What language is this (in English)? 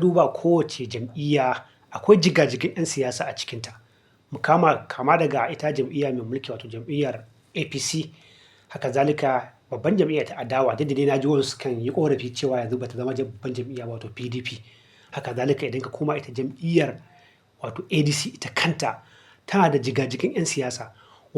Hausa